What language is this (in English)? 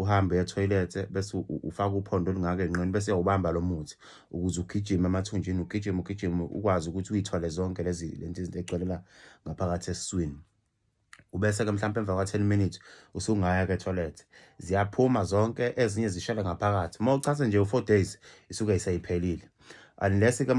Zulu